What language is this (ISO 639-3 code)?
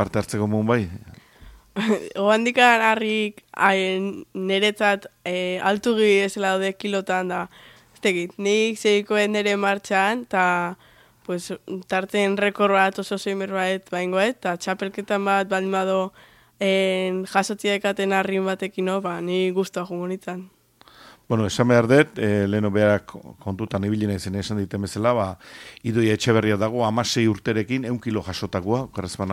eus